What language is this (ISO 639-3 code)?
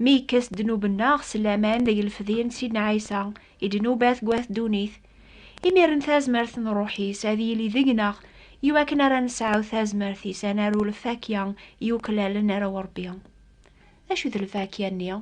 kab